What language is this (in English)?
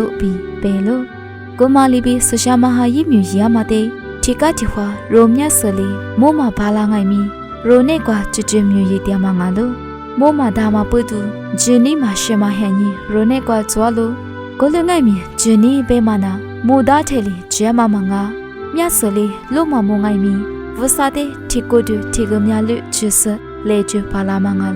Lisu